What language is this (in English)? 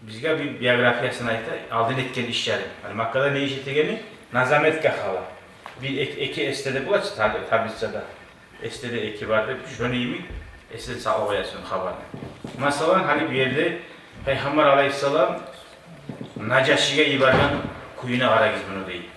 Kumyk